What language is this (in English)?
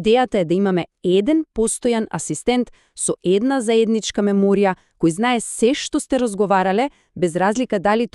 Macedonian